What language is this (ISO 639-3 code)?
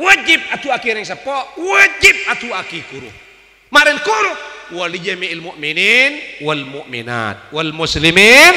mad